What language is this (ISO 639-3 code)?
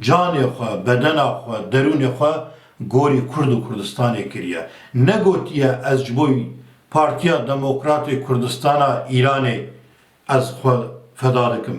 kur